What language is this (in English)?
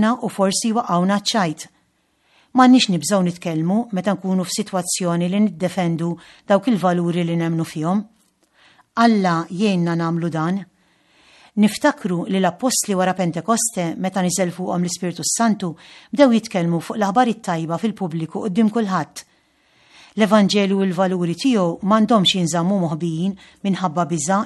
Maltese